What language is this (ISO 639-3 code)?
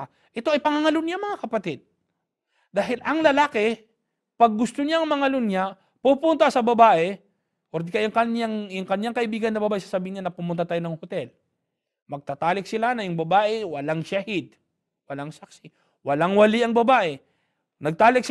fil